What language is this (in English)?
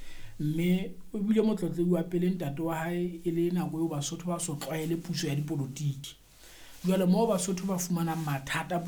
Southern Sotho